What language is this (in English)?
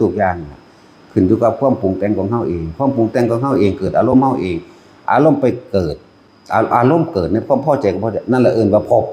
Northeastern Thai